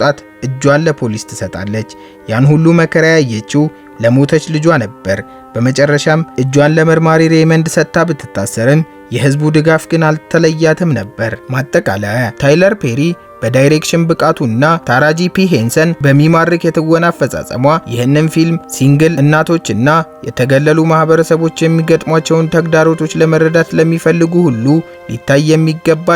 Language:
Amharic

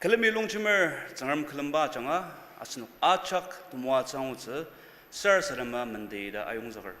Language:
Ao Naga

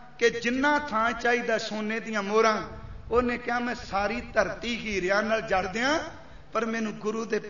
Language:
Punjabi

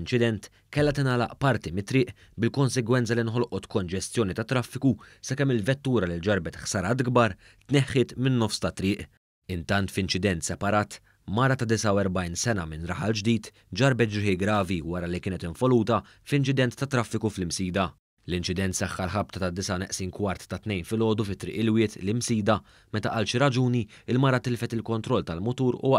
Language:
Maltese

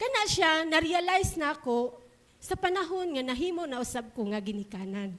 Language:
Cebuano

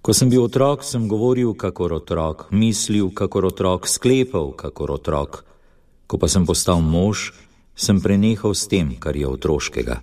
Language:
Slovenian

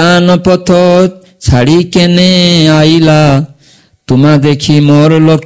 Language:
Bangla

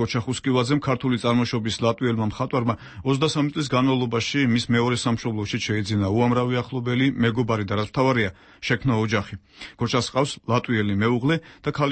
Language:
Georgian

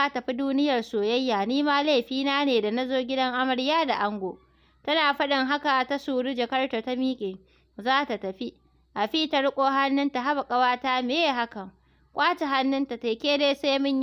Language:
Hausa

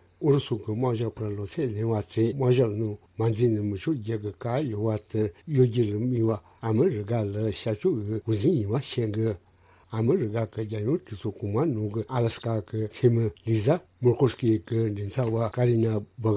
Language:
Tibetan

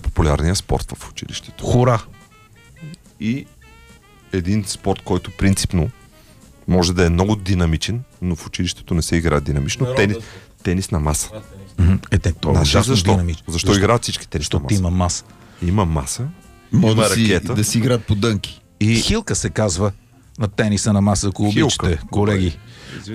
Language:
Bulgarian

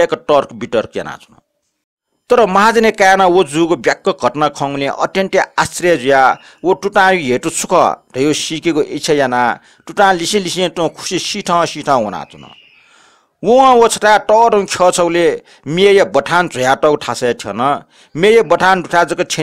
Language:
Newari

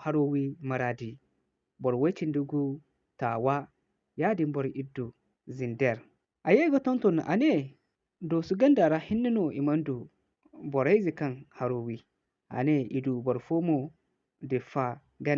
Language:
Zarma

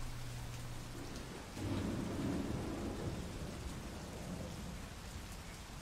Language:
Hungarian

